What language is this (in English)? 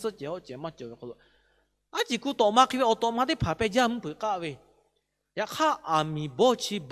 Lahu